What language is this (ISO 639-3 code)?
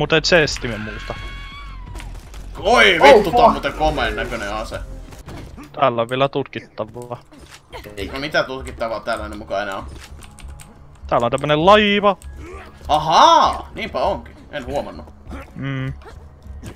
fin